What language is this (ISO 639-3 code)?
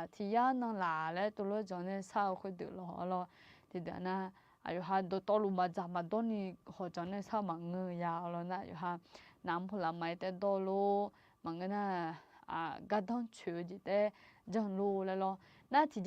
ahk